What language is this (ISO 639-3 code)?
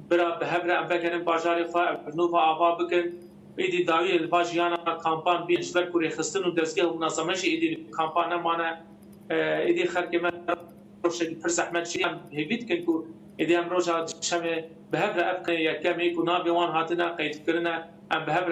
kur